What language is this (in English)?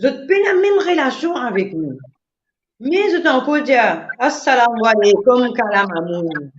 Morisyen